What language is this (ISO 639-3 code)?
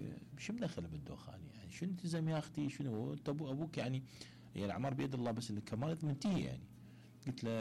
acm